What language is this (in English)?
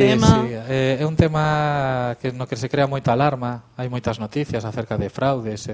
Galician